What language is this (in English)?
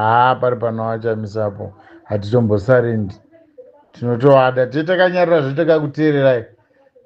Shona